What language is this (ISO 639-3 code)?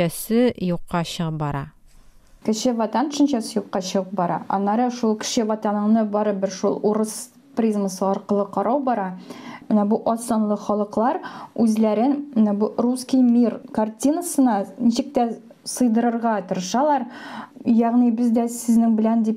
tat